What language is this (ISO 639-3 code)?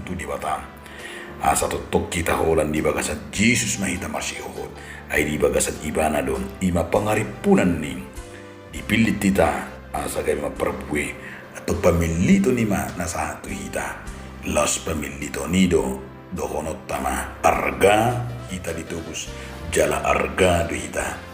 bbc